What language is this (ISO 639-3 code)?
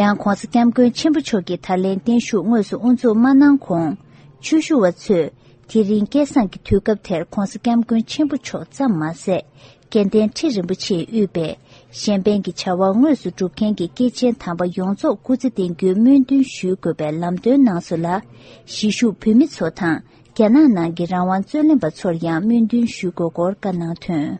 bod